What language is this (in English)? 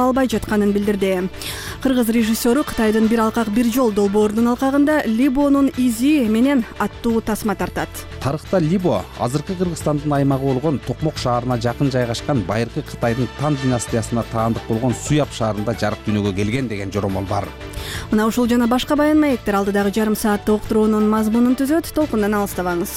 Kyrgyz